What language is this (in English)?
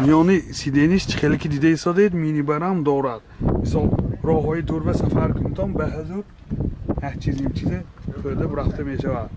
Tajik